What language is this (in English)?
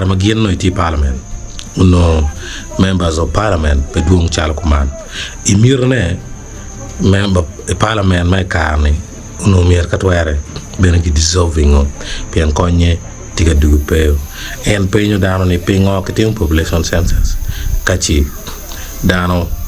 Acoli